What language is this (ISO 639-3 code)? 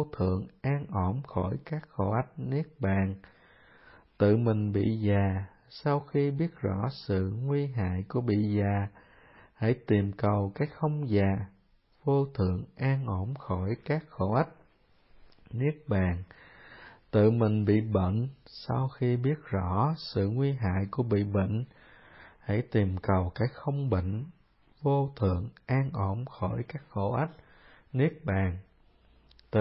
vie